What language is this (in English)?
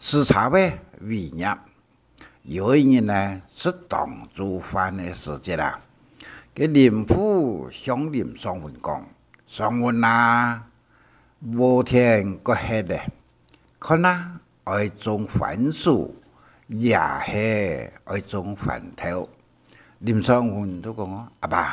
Hakka Chinese